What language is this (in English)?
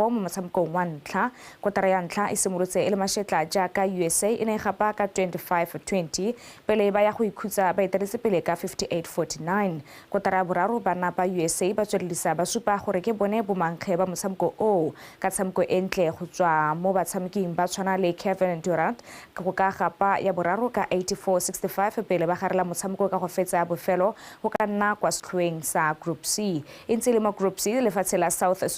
Tswana